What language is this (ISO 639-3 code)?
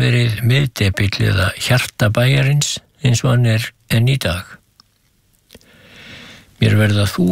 isl